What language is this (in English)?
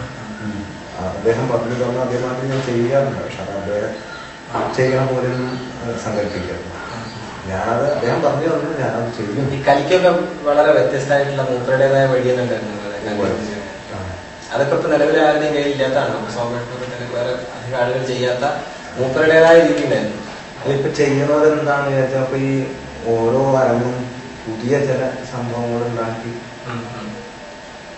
Malayalam